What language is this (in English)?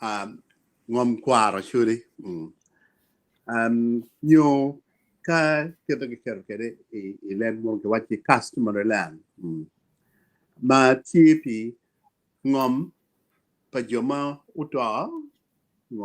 Acoli